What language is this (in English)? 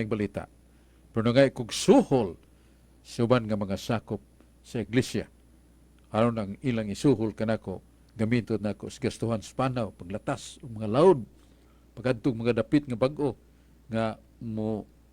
Cebuano